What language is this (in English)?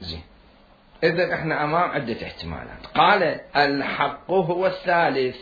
Mesopotamian Arabic